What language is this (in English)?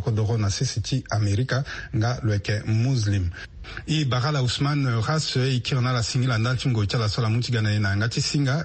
Sango